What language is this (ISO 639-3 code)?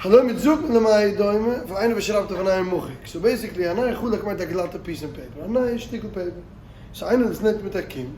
yid